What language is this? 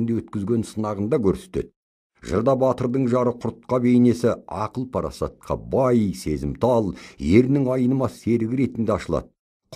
Kazakh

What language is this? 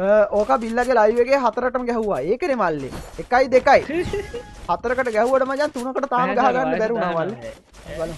Sinhala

